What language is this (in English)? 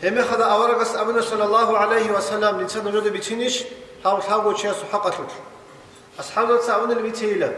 Avaric